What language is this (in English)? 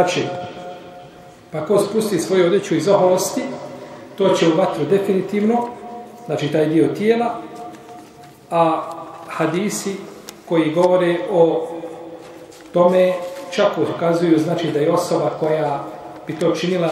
Bosnian